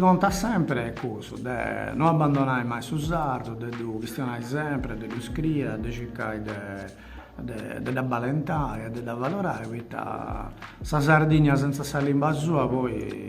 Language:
Sardinian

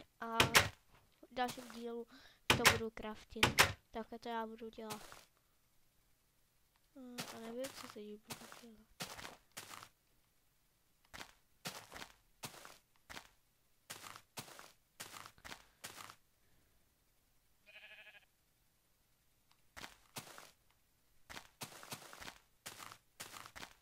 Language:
Czech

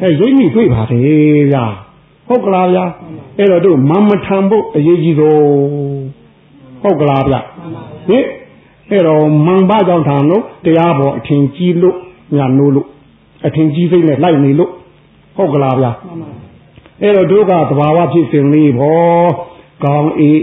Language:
Burmese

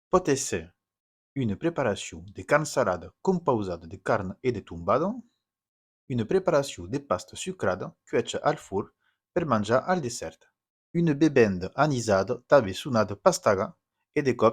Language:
Occitan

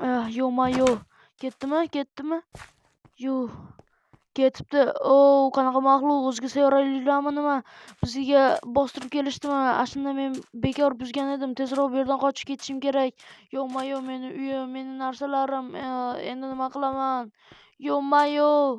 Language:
Uzbek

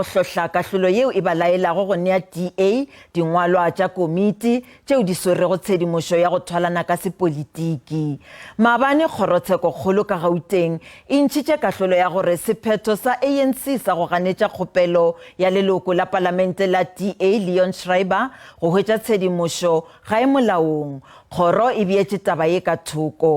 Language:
Northern Sotho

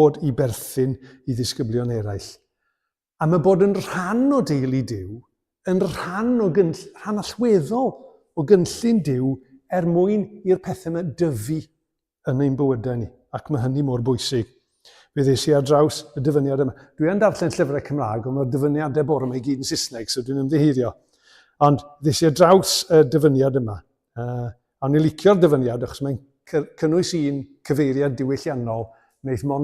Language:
Welsh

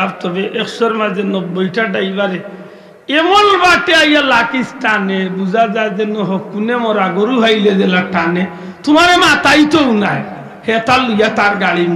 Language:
Sylheti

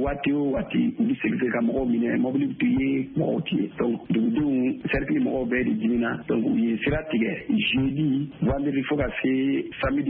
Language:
Bambara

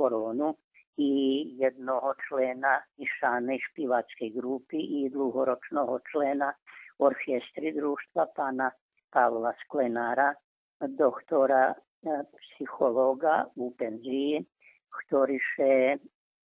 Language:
Rusyn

